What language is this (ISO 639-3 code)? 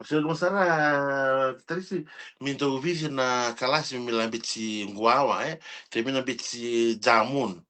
fij